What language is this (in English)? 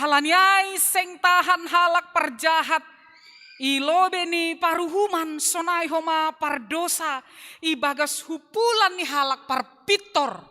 Batak Simalungun